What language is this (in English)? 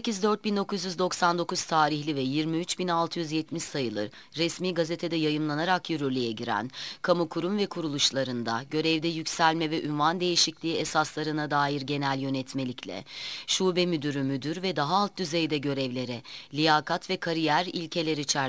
Turkish